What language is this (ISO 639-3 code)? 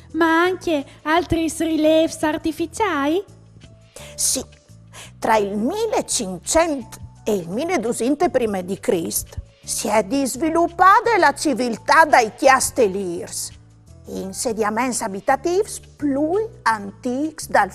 fur